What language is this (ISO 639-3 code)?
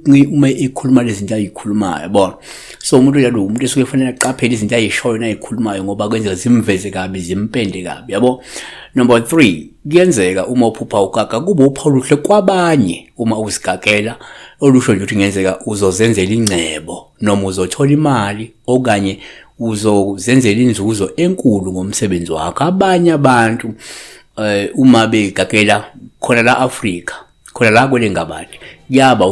zul